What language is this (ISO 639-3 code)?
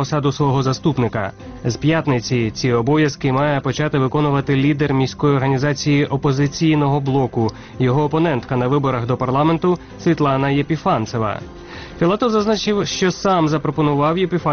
ukr